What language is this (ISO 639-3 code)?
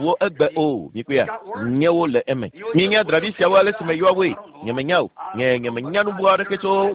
ewe